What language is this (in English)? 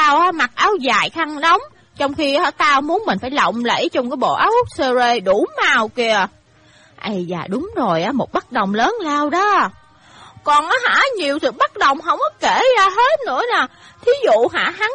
Vietnamese